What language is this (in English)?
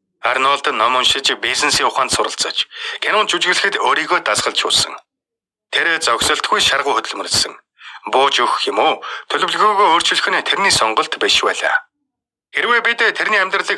Mongolian